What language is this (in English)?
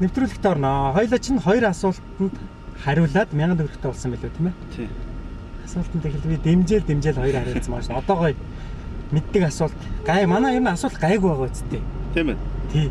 Mongolian